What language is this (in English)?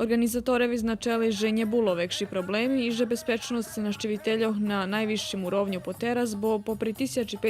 Rusyn